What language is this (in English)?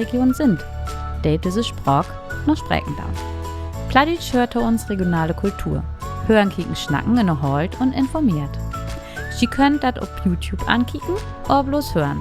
Low German